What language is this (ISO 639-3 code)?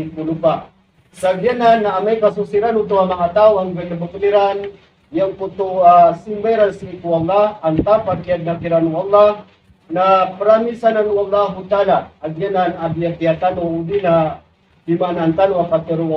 mrw